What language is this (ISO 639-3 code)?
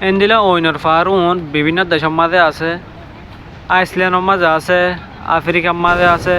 rhg